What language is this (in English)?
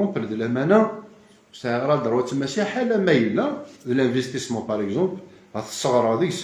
Kabyle